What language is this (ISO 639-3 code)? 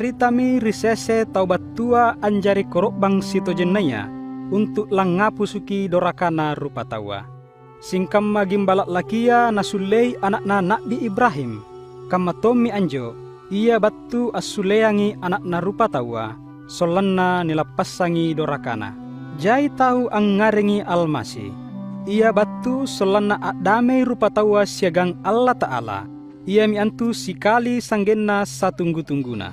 mak